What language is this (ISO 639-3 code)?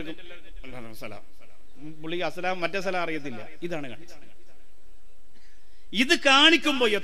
mal